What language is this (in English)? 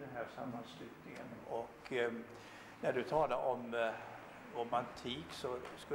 Swedish